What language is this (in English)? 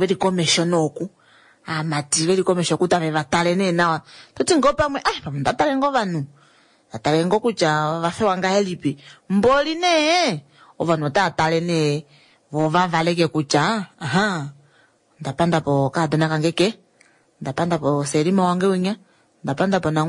Kuanyama